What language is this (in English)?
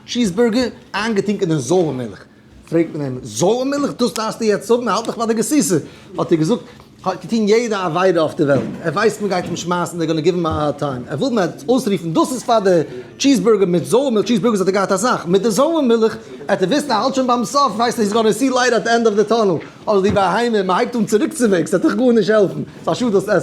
Yiddish